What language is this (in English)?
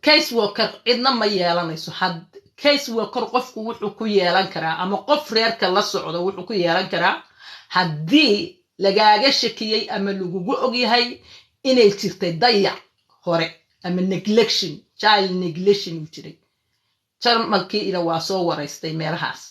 Somali